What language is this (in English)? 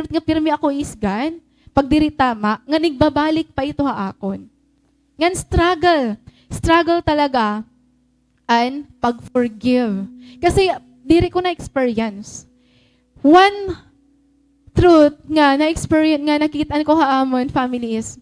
Waray